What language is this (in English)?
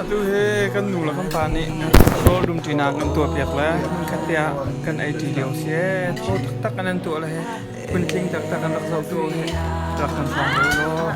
Hakha Chin